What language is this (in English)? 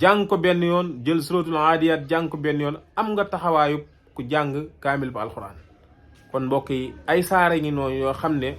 Wolof